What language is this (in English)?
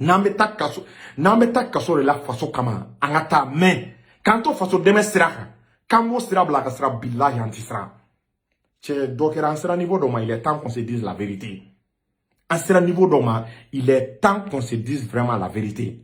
Bambara